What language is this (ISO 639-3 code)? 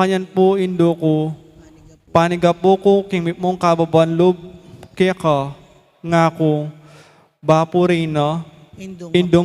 pam